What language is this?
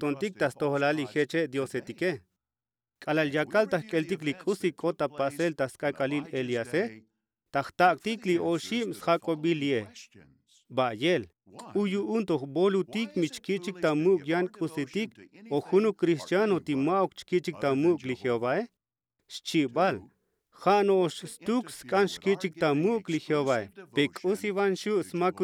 Tzotzil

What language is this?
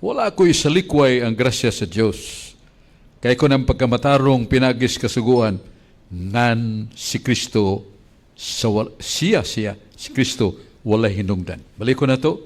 Cebuano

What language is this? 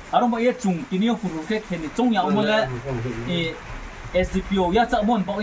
Riang (India)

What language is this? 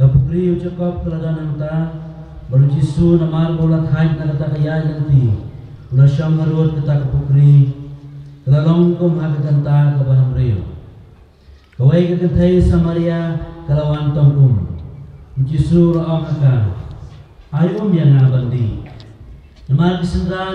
Khasi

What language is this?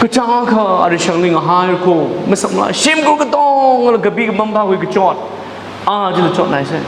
Tangkhul Naga (India)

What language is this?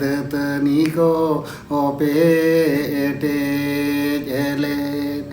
Santali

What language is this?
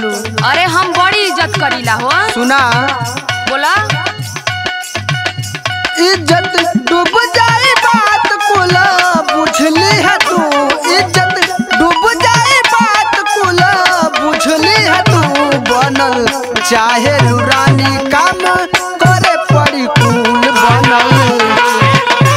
Bhojpuri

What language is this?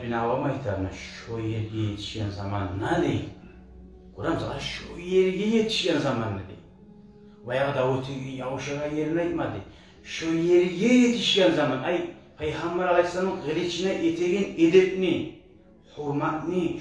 Kumyk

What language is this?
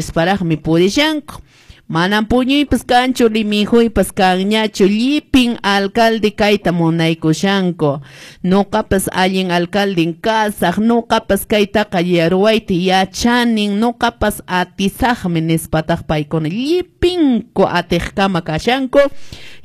Quechua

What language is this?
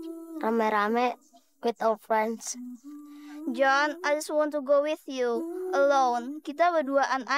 Betawi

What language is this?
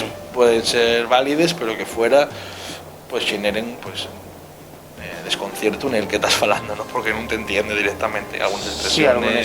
Asturian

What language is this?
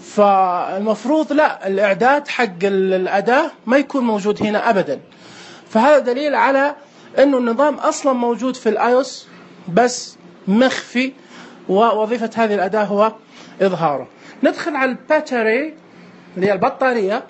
Najdi Arabic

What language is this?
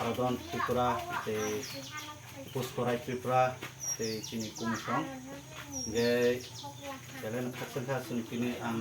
Kok Borok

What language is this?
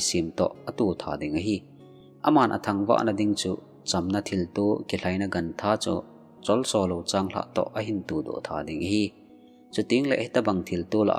Thado Chin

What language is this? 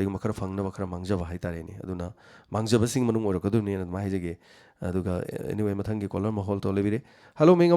Manipuri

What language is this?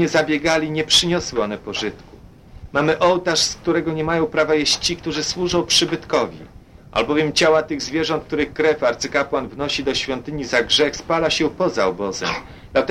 Polish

